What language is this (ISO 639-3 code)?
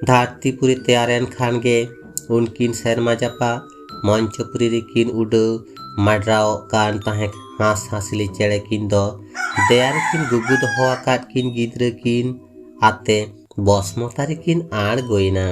sat